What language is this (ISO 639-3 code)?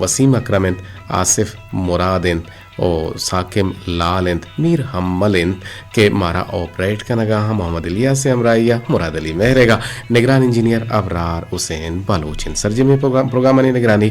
bgp